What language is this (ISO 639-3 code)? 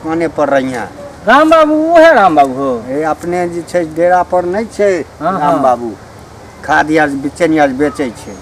mai